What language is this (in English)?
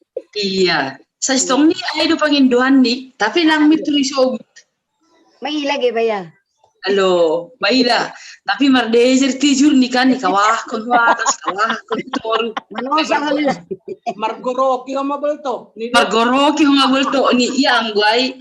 Batak Simalungun